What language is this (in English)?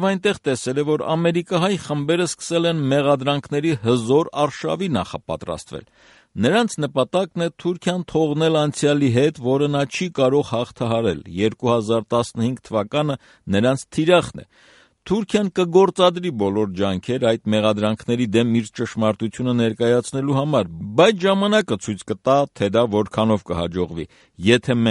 Armenian